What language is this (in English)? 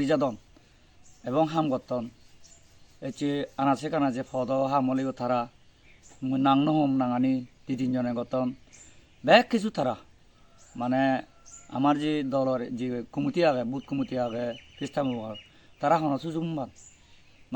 Chakma